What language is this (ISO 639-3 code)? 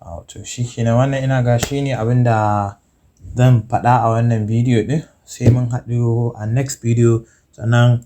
hau